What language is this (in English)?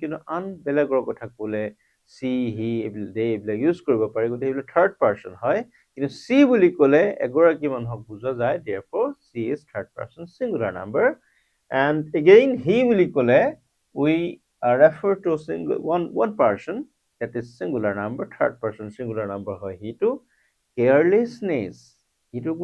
Assamese